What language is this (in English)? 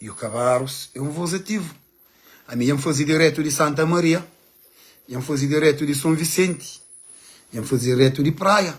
Kabuverdianu